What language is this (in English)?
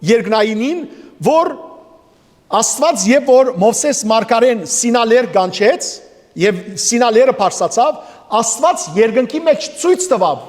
Western Armenian